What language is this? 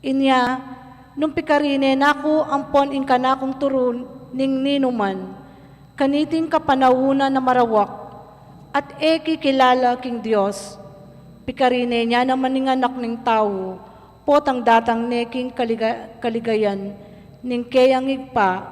Pampanga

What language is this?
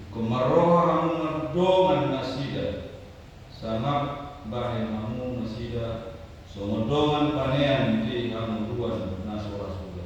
Batak Toba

